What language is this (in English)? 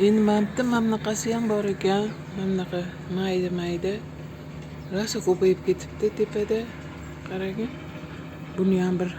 Uzbek